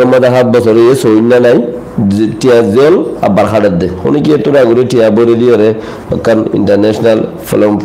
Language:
Rohingya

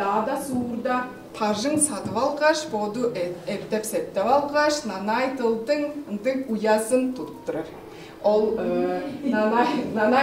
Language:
Tuvinian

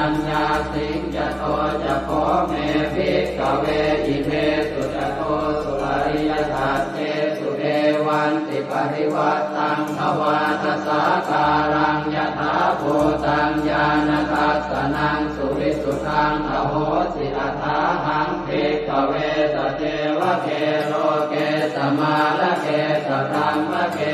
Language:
Pali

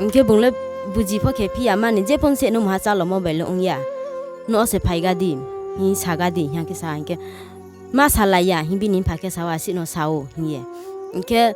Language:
Riang (India)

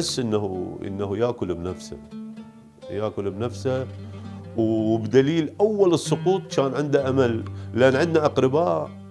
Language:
Mesopotamian Arabic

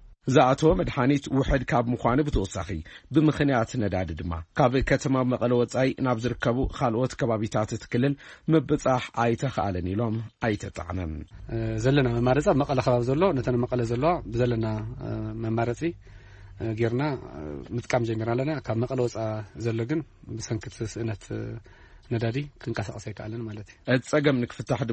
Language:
Tigrinya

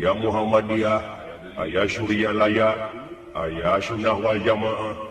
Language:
Sundanese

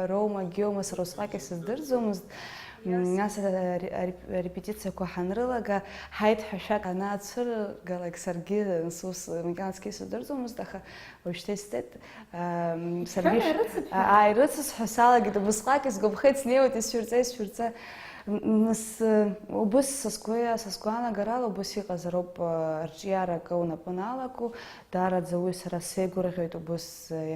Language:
Abkhazian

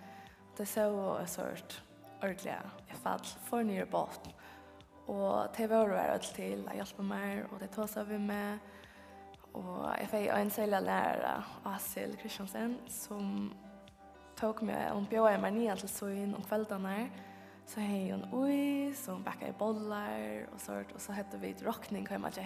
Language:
Faroese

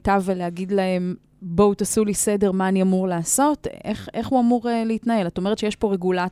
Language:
Hebrew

